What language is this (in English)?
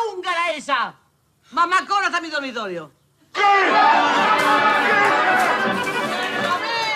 Spanish